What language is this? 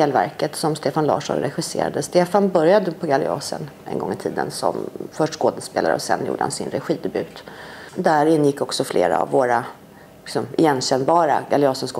Swedish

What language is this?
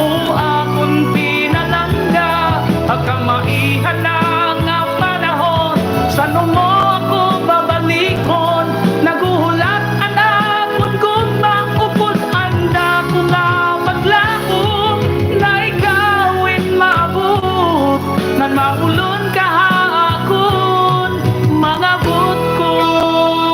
Waray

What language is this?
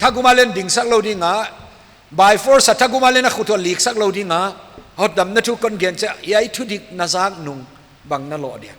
Paite Chin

